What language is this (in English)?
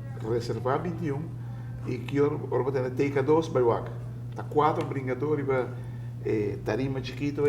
Papiamento